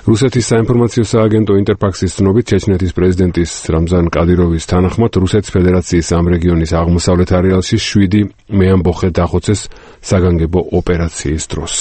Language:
Georgian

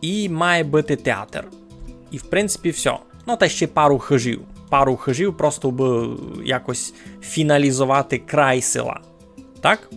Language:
Rusyn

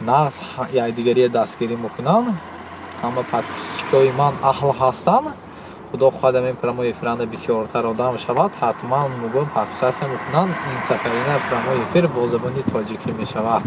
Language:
Tajik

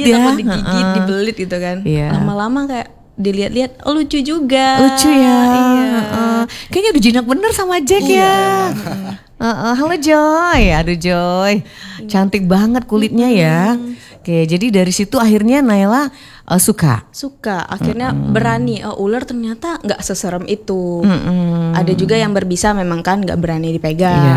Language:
Indonesian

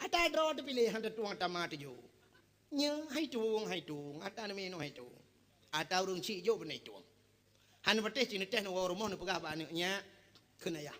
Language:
Achinese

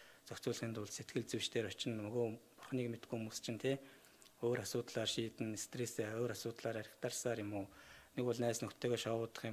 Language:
Mongolian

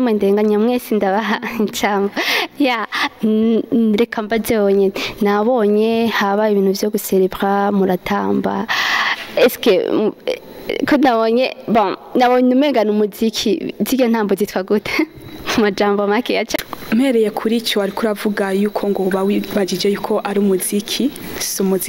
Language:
Rundi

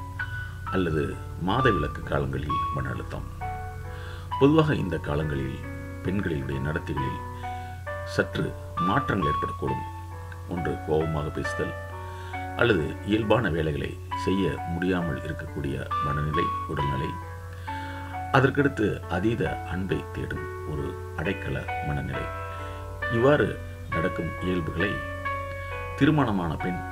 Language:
Tamil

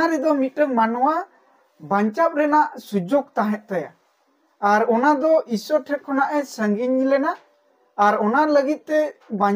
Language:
Santali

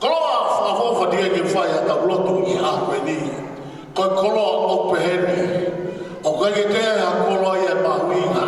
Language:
Tongan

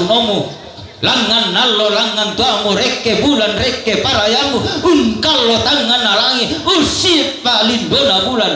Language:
Toraja-Sa'dan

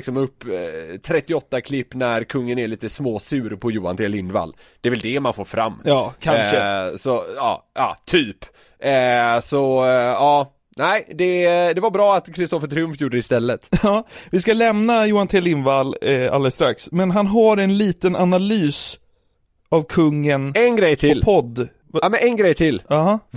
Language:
Swedish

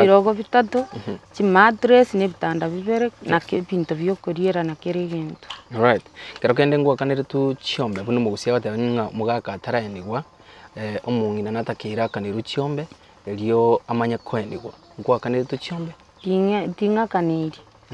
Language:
Gusii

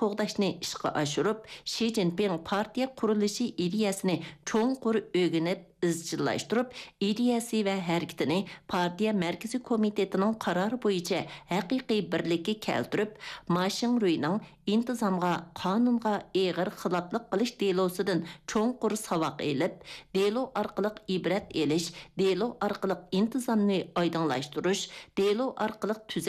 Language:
Uyghur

